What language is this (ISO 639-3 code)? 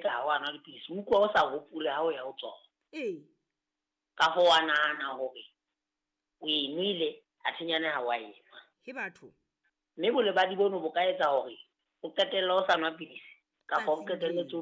sot